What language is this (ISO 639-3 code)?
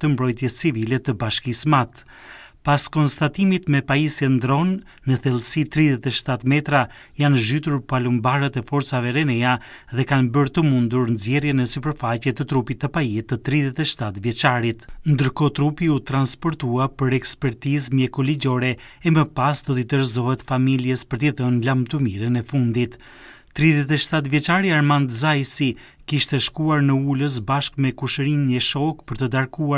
sqi